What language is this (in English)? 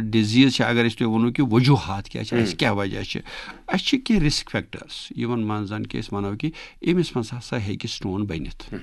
Kashmiri